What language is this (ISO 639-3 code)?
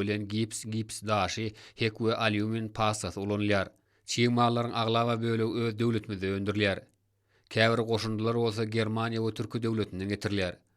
tuk